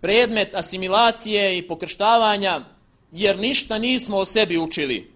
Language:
Bosnian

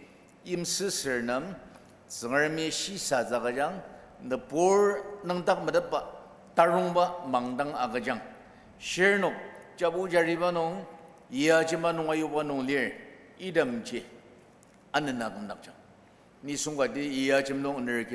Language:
Ao Naga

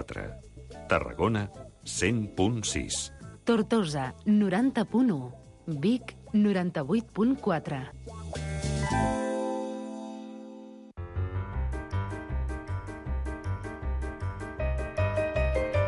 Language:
Catalan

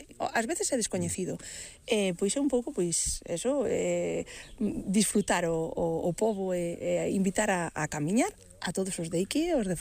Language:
Galician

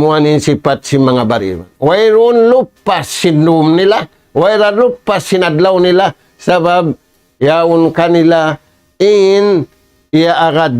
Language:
Tausug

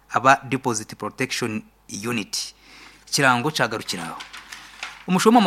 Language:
Nyankole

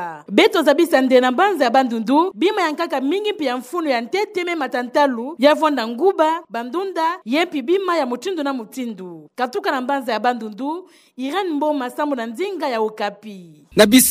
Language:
Kituba (Democratic Republic of Congo)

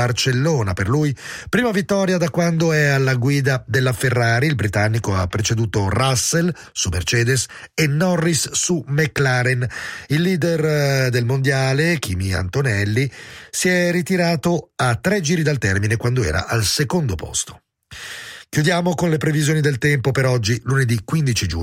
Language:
Italian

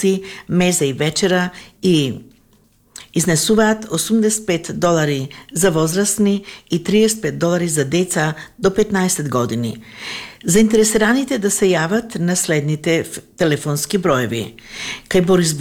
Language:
Macedonian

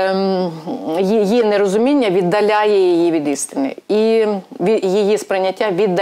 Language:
Ukrainian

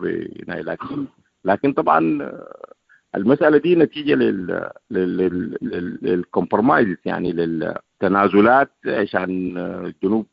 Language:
Sudanese Arabic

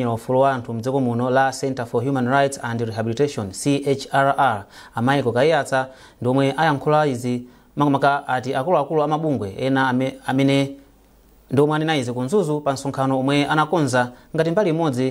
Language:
Nyanja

